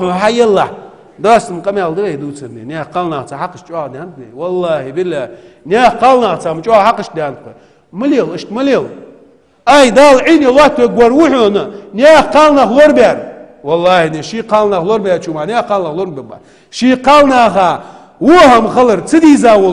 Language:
Ingush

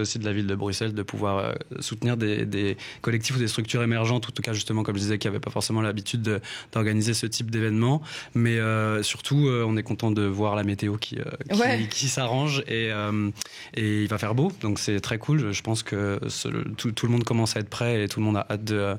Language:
French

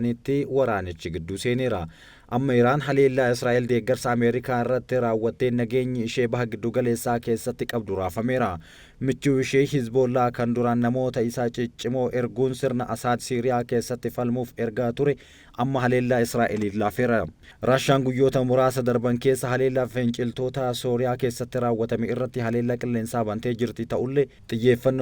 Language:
Oromo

